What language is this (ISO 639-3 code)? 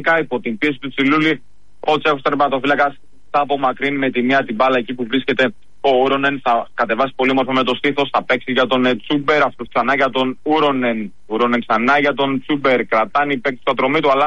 ell